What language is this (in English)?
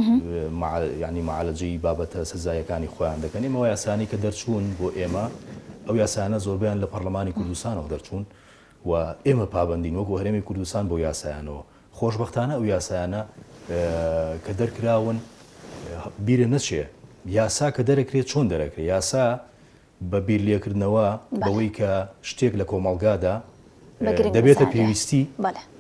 Central Kurdish